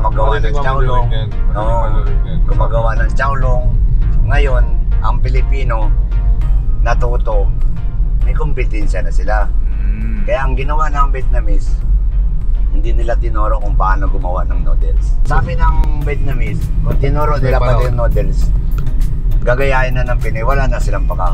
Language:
Filipino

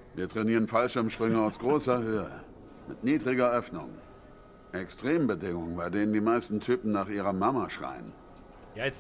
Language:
Bavarian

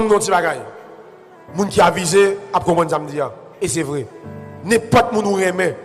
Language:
Haitian Creole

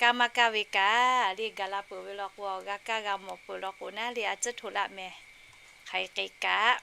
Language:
Lahu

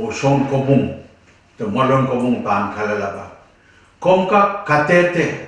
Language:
Pohnpeian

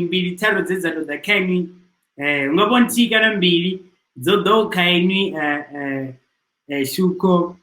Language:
Venda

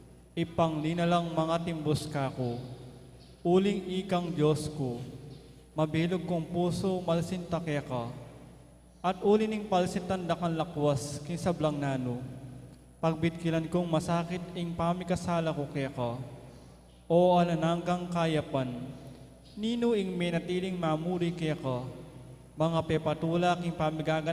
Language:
Pampanga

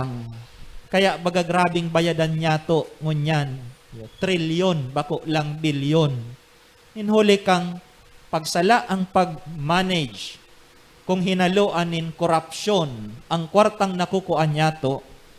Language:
Bikol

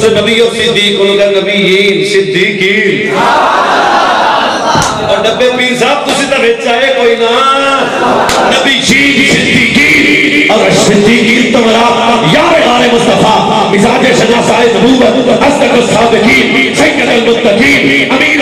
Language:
Urdu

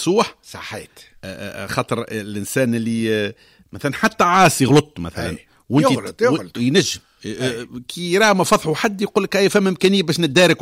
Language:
Tunisian Arabic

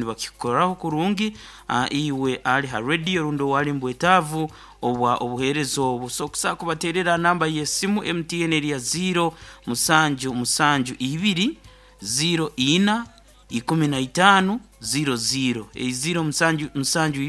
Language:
Nyoro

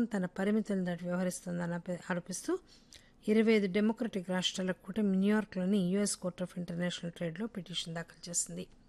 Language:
Telugu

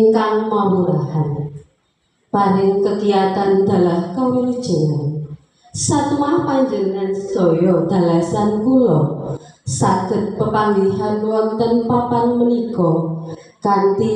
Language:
Javanese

